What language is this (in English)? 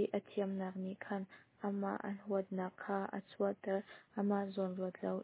Hakha Chin